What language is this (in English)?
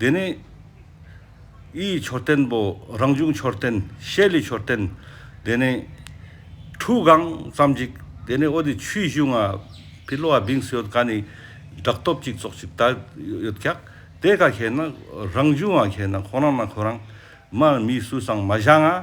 Ladakhi